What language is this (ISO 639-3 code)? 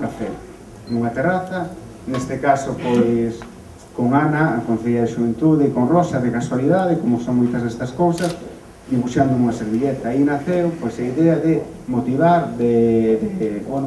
glg